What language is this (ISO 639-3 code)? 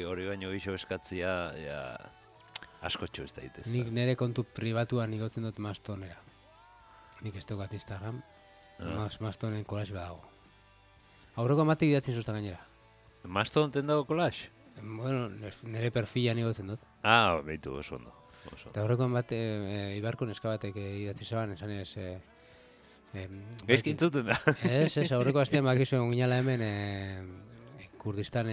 eus